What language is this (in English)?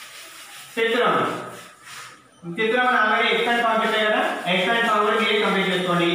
Telugu